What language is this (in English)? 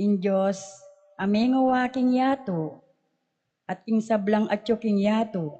Pampanga